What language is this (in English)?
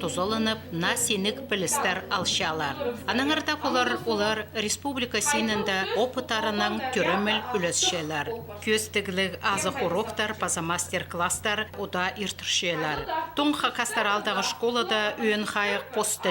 Khakas